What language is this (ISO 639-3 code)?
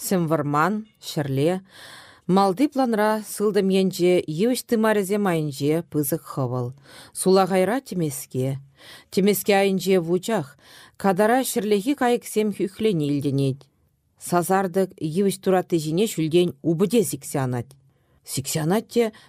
chv